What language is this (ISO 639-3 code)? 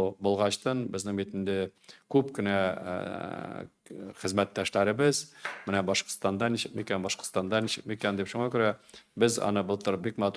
tat